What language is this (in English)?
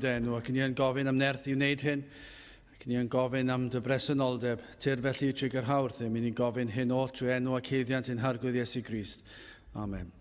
Welsh